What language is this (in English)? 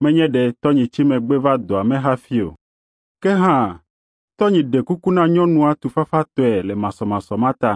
Ewe